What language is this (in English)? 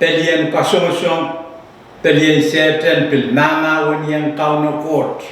Pohnpeian